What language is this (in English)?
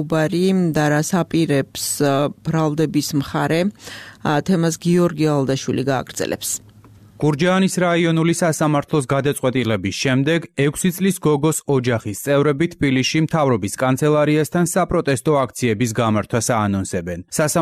Georgian